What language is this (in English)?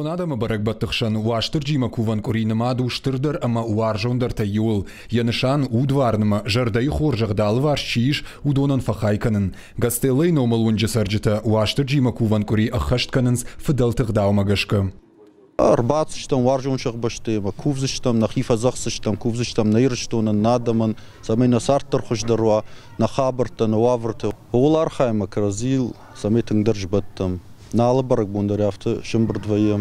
Ossetic